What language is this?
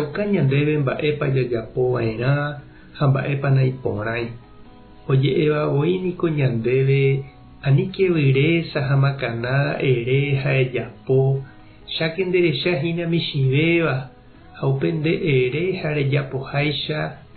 Guarani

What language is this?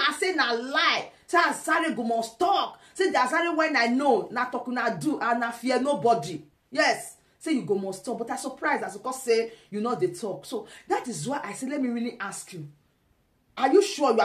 Nigerian Pidgin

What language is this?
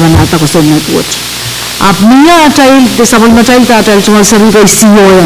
Pohnpeian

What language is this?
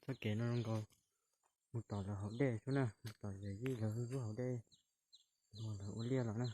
Hmong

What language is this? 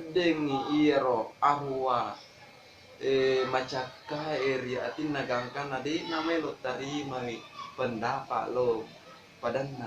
Buginese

